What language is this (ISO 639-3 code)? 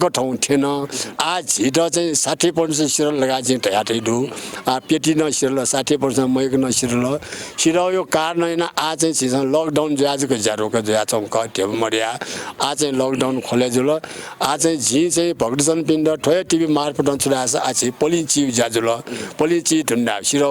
new